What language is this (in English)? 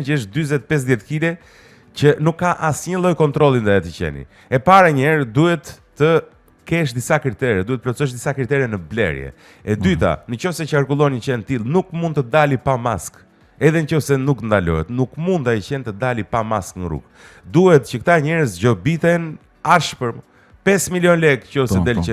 Albanian